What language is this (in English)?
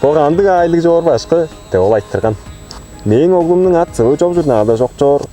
Tuvinian